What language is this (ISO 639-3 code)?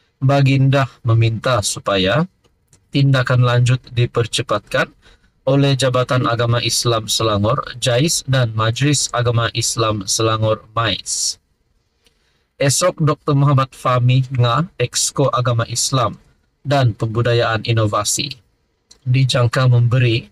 msa